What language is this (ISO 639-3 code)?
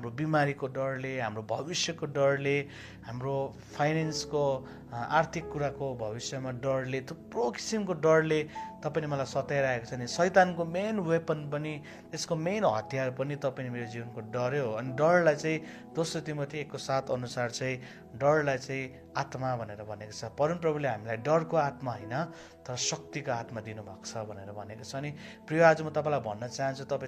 nep